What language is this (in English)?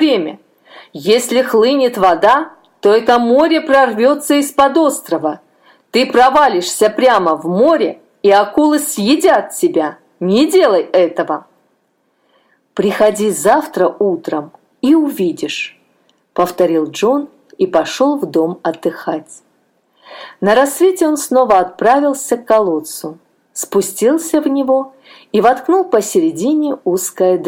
Russian